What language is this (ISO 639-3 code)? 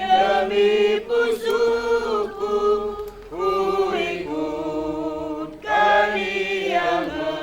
btx